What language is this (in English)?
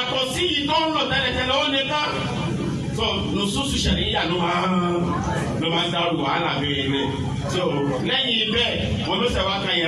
Yoruba